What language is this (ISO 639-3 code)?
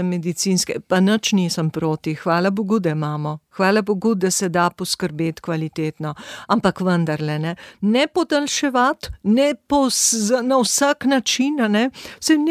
slv